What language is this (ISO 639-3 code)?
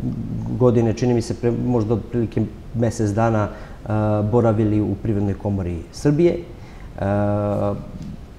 srp